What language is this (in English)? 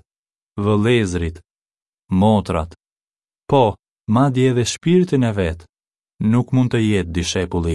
Albanian